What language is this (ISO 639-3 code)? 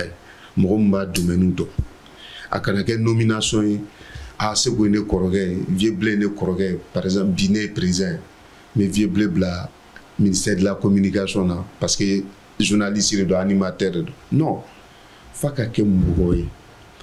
bam